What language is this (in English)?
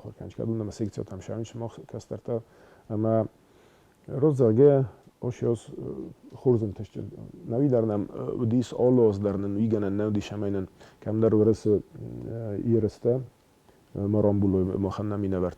Ossetic